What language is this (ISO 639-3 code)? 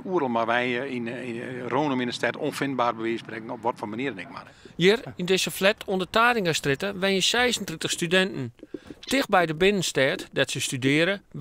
fry